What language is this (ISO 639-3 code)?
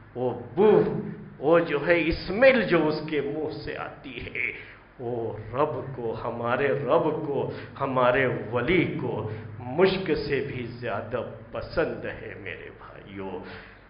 urd